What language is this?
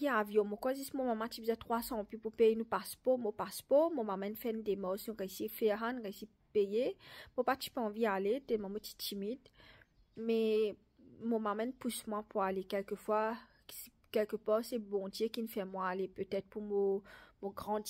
Morisyen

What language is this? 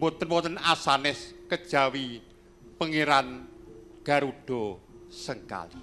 Javanese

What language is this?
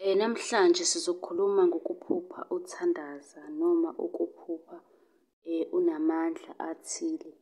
Zulu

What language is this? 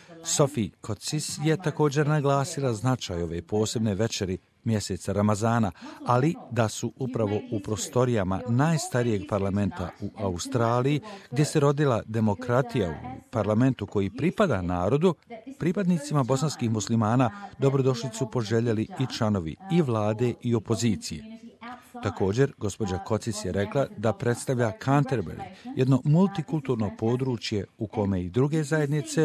Bosnian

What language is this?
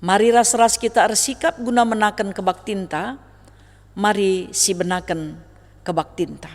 Batak Karo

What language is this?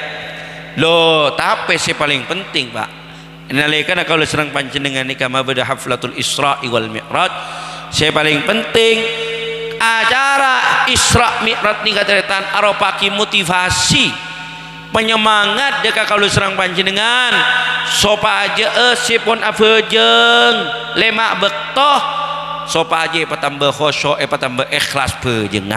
Madurese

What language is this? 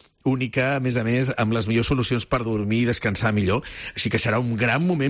Catalan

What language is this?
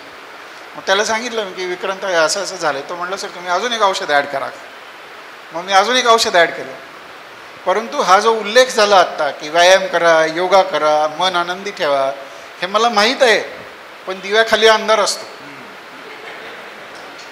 Marathi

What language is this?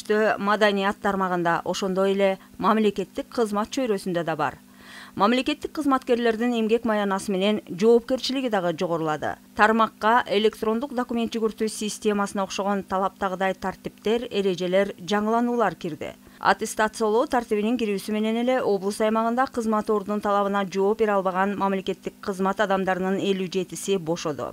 Kyrgyz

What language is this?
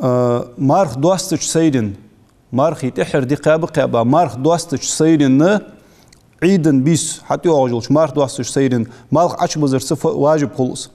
Ingush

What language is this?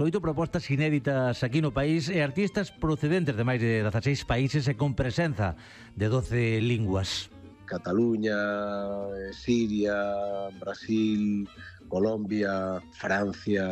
Galician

